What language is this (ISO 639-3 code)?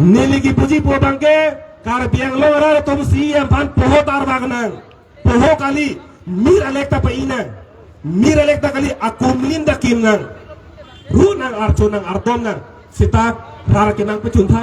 mjw